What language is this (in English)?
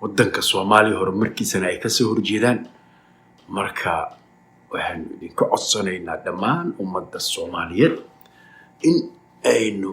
Somali